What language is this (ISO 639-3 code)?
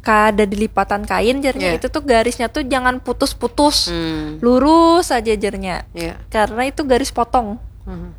bjn